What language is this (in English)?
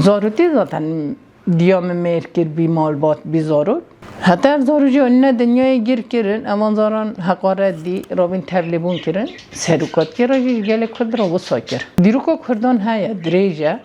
Kurdish